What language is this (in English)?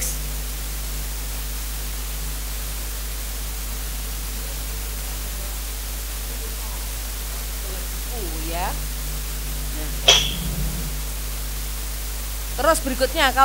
Indonesian